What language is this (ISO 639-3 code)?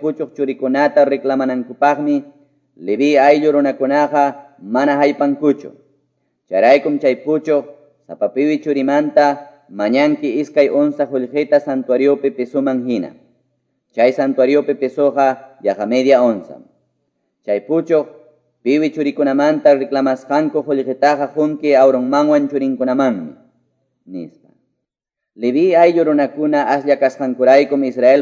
que